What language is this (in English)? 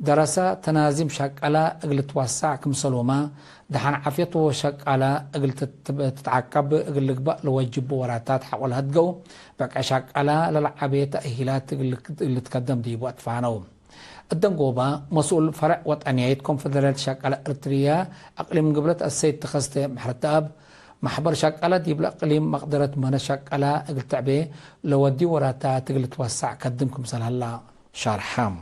Tigre